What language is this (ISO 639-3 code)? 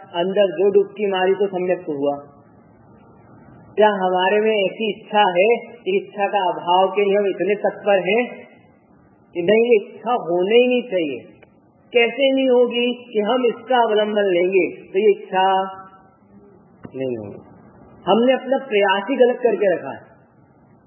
hin